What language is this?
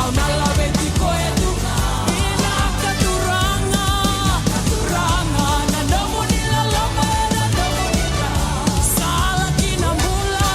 Fijian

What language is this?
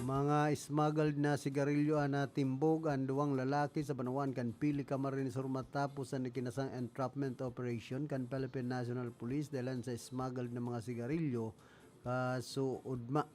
Bikol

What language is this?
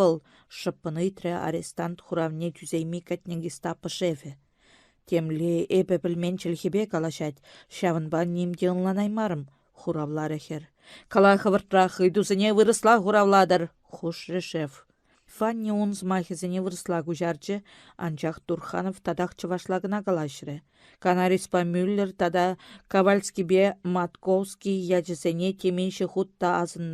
Chuvash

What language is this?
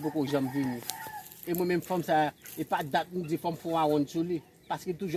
Haitian Creole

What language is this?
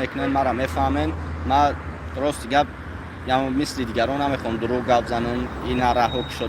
Tajik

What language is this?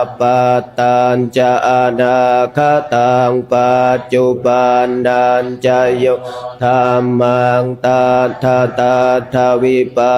Pali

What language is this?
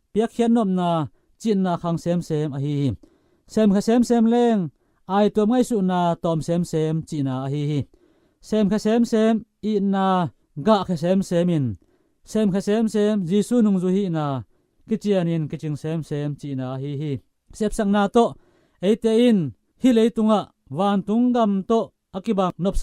Tedim Chin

